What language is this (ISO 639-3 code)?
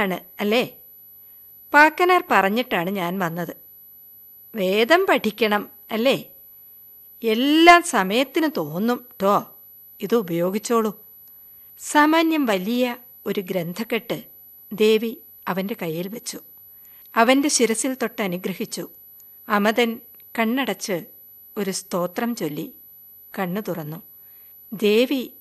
mal